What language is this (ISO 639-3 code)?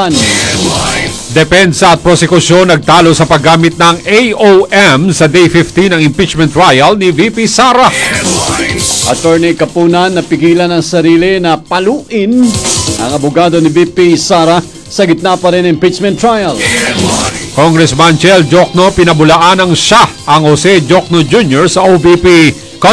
fil